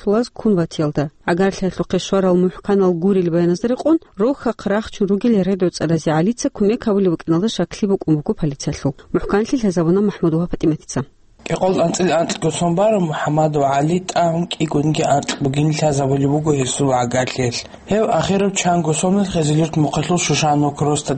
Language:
Avaric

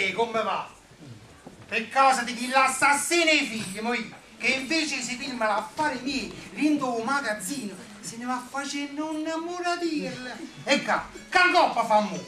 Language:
Neapolitan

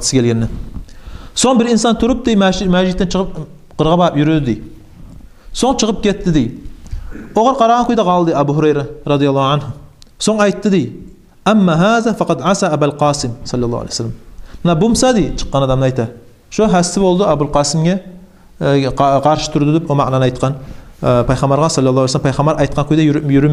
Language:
Kumyk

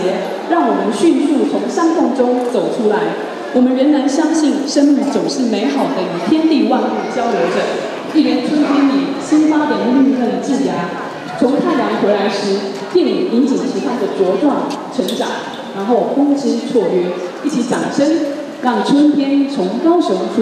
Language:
Chinese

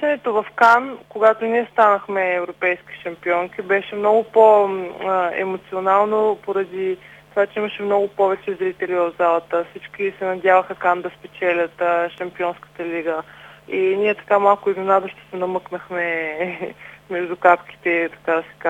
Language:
Bulgarian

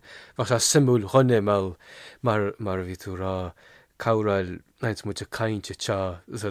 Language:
Irish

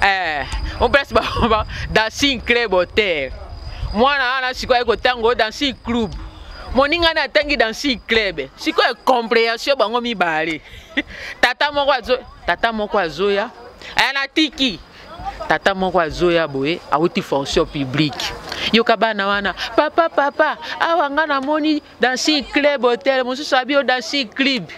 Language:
Lingala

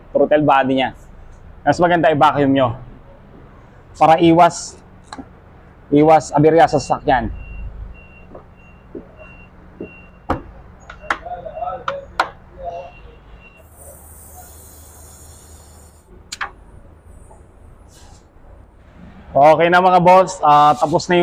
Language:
Filipino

